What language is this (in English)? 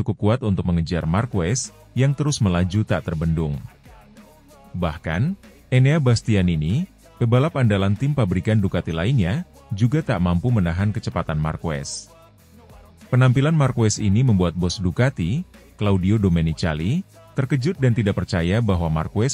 Indonesian